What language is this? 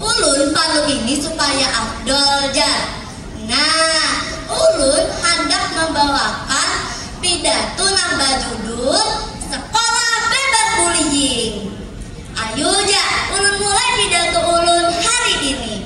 Banjar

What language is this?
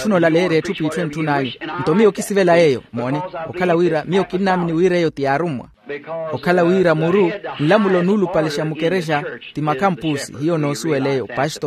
Makhuwa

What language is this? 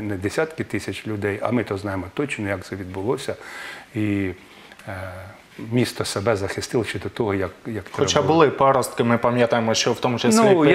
Ukrainian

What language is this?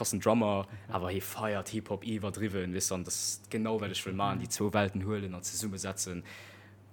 Luxembourgish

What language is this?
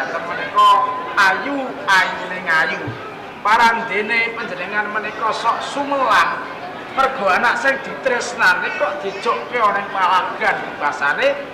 Javanese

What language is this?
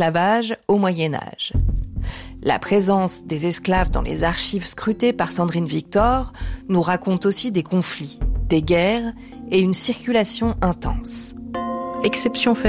French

